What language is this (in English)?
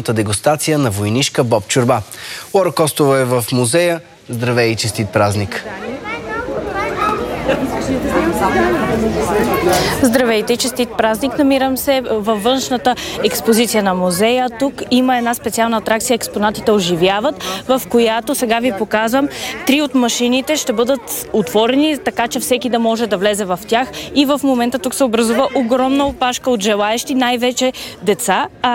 Bulgarian